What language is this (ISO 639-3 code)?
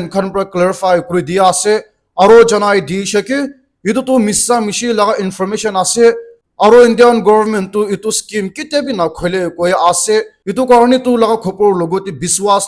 nag